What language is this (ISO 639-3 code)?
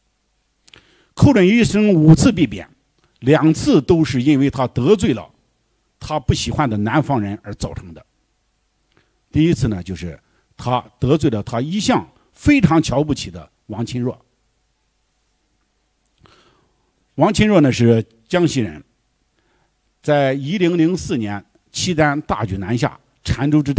zho